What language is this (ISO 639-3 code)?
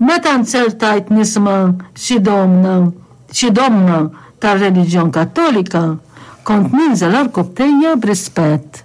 mlt